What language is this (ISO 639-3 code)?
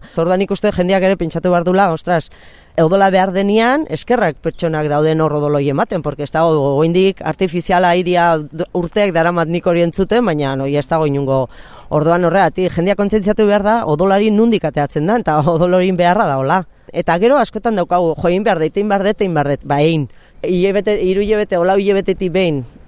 eus